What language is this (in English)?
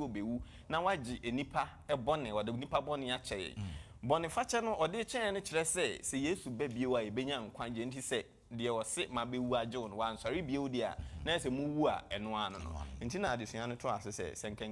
Akan